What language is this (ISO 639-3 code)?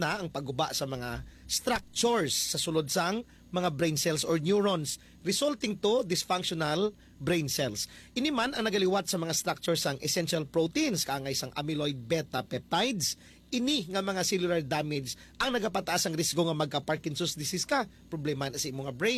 hil